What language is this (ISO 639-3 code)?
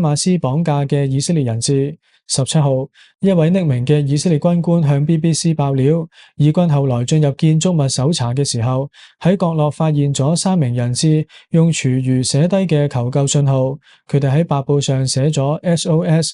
yue